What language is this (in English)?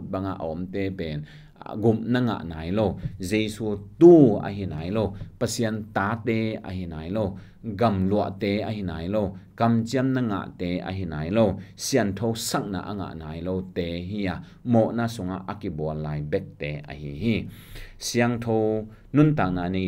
Tedim Chin